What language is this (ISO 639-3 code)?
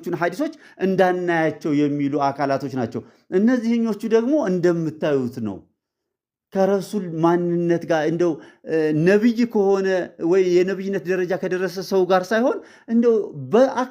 amh